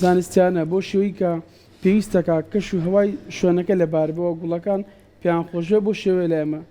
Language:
Central Kurdish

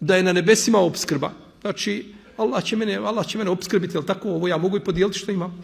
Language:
Bosnian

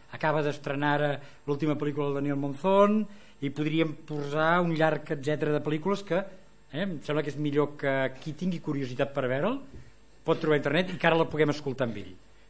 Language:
Catalan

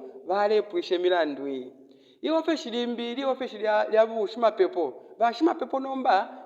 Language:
Bemba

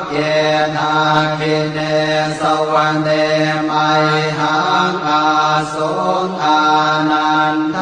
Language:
Pali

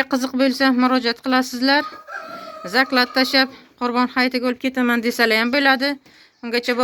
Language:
Uzbek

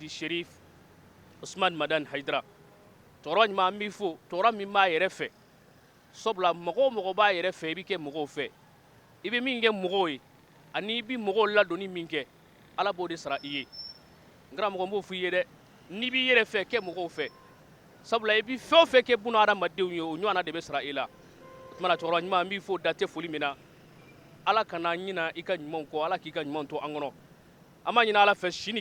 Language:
Bambara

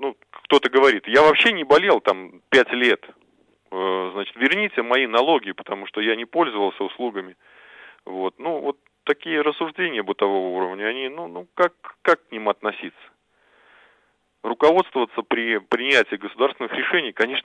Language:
Russian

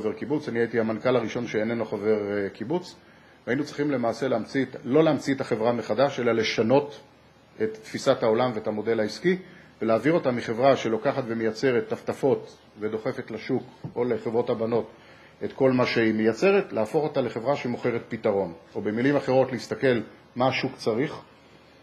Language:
Hebrew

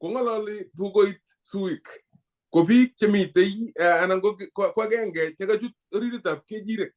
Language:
Kalenjin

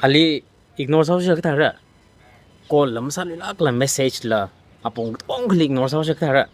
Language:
Tangkhul Naga (India)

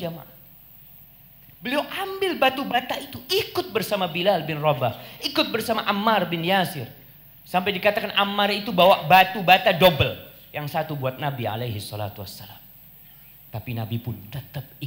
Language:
Indonesian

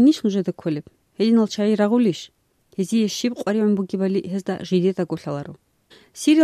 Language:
Avaric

